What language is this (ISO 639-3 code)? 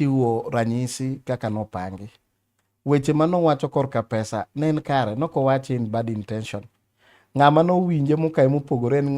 luo